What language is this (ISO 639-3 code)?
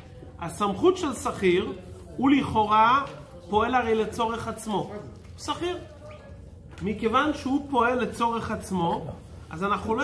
heb